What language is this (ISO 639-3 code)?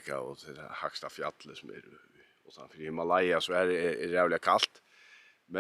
fao